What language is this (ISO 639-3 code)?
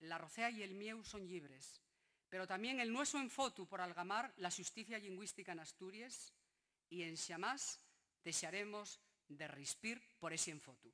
ast